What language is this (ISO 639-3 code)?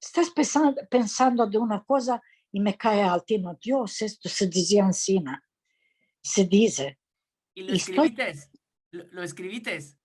lad